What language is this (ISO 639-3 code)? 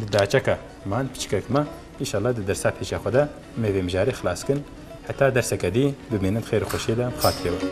kur